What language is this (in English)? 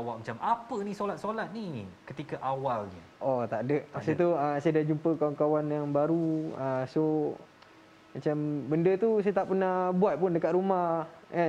Malay